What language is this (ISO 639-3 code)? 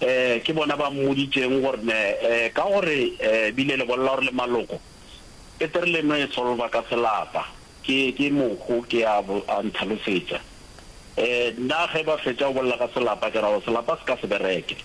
nso